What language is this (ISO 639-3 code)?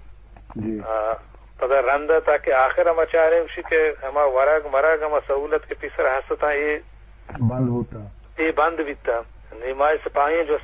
bgp